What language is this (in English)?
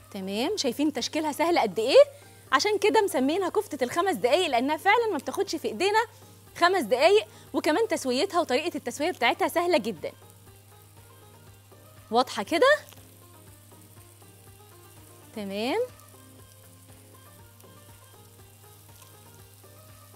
Egyptian Arabic